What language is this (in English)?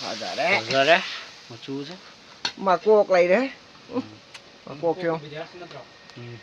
Manipuri